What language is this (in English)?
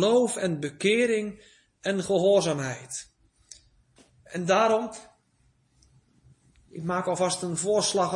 Dutch